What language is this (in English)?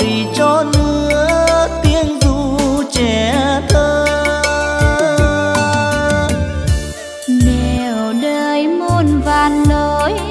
Vietnamese